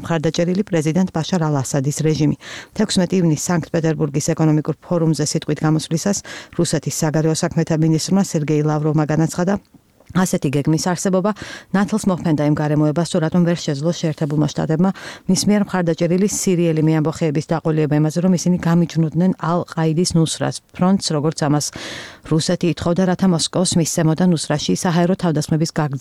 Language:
Georgian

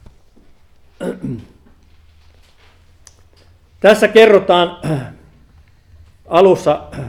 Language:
Finnish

